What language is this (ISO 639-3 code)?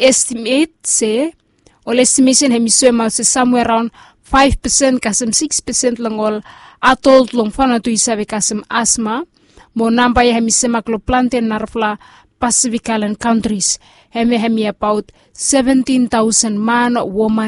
bis